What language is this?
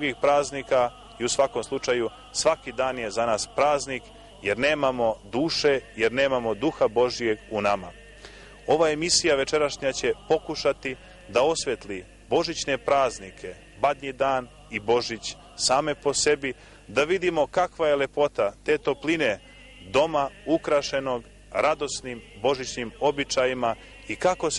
Serbian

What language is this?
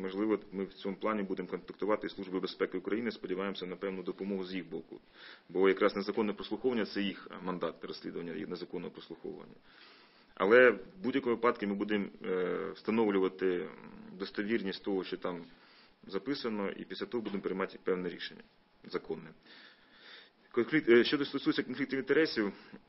Ukrainian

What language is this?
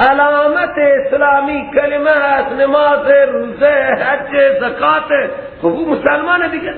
Persian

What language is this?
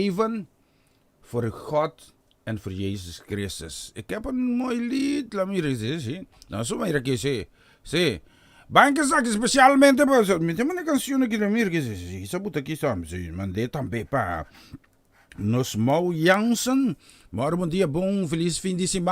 Papiamento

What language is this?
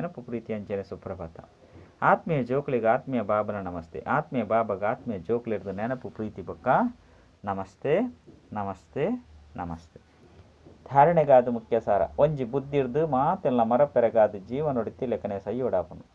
Tulu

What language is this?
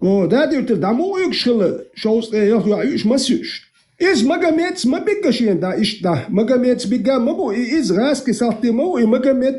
Chechen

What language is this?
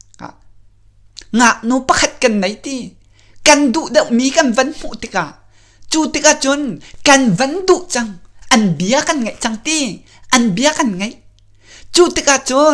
Hakha Chin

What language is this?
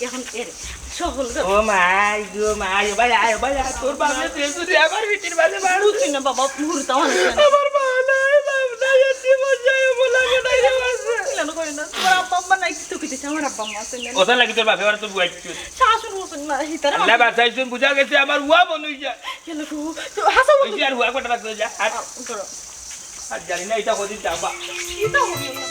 Sylheti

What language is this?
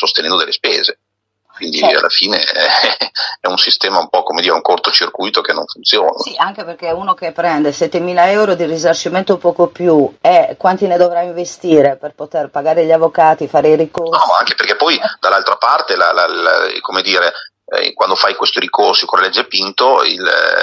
Italian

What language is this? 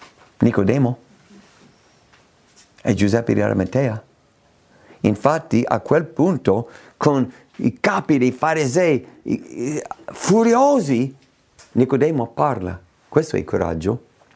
Italian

